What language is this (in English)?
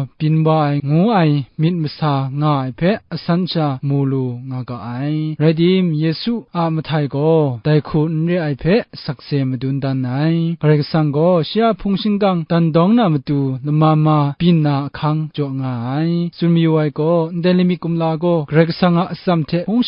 Kachin